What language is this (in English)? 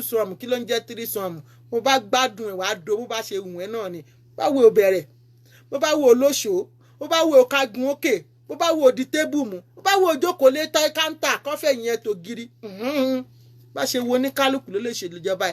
Yoruba